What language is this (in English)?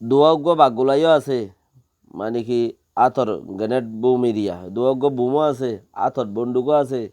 Rohingya